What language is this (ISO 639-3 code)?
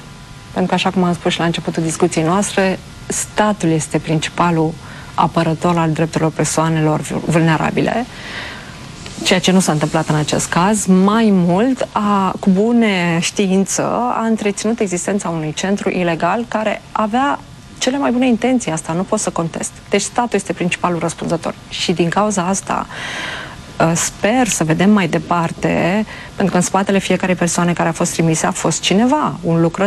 ron